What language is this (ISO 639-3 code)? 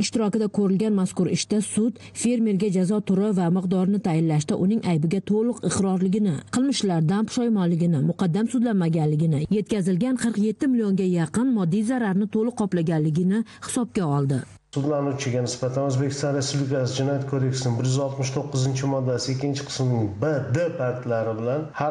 uzb